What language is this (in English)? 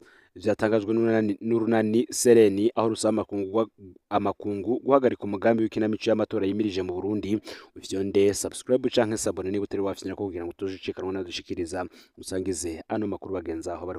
Rundi